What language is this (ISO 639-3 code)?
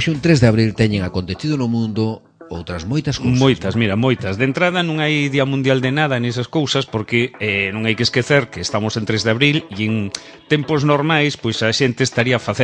glg